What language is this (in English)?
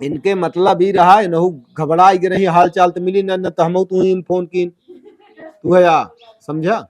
Awadhi